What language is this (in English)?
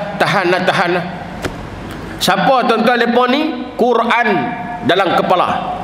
Malay